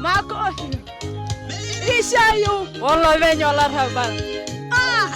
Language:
Masai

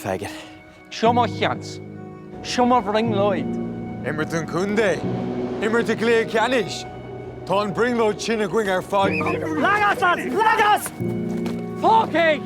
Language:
Irish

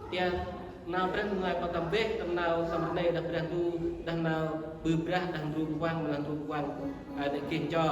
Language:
Central Mnong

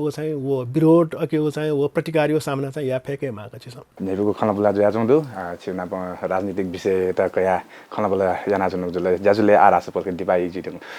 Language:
Newari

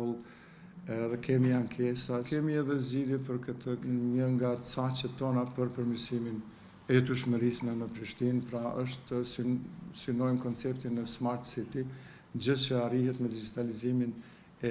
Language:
Albanian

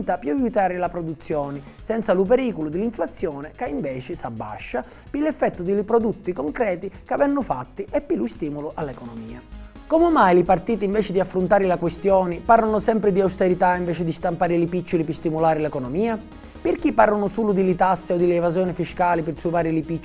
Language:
Sicilian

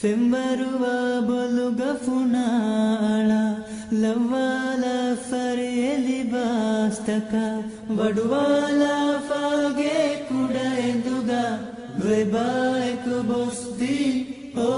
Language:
Divehi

